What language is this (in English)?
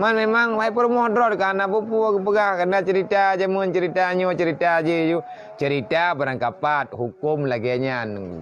Achinese